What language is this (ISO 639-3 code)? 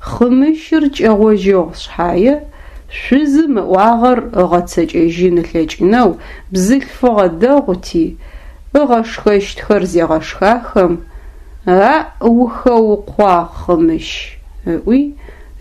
ady